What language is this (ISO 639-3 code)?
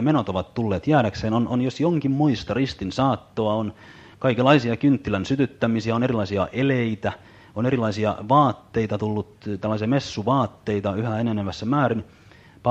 fin